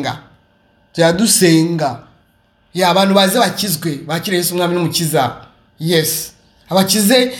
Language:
Kinyarwanda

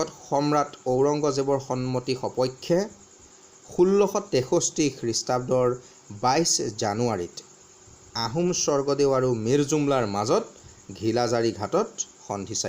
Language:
Assamese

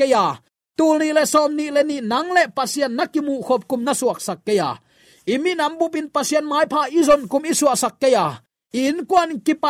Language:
Tedim Chin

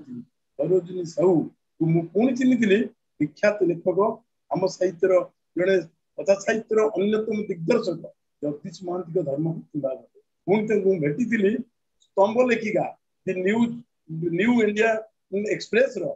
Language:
Odia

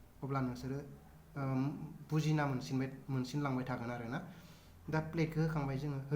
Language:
Bodo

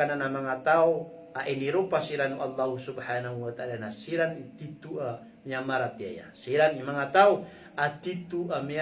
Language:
Maranao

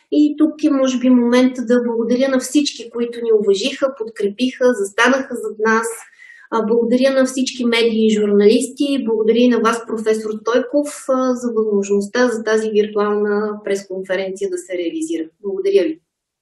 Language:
Bulgarian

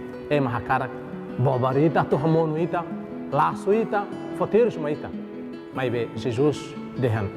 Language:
Tetum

